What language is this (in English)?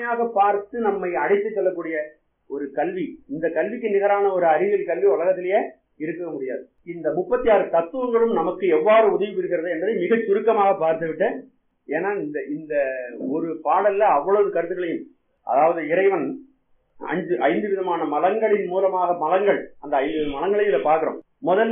Tamil